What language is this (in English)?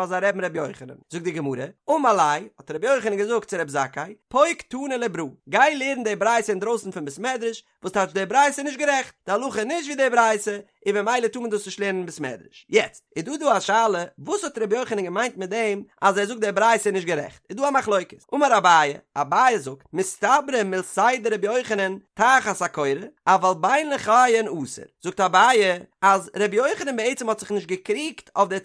Yiddish